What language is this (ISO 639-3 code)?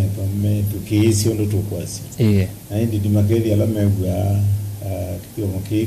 kam